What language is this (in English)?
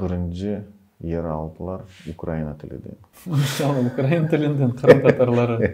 Crimean Tatar